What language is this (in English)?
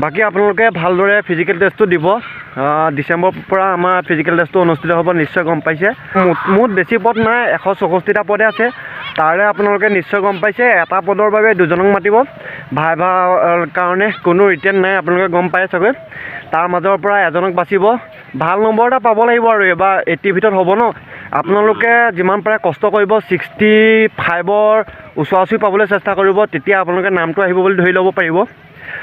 Assamese